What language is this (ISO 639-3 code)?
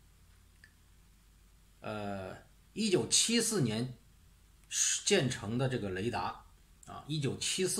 zho